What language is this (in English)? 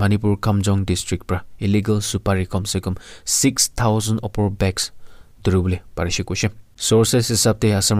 Naga Pidgin